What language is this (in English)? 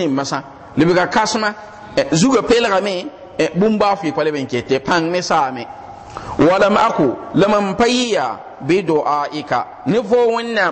Mossi